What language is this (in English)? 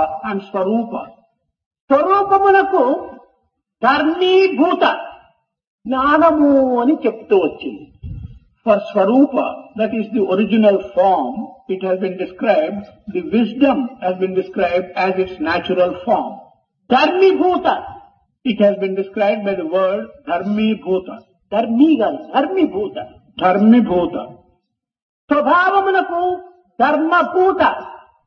Telugu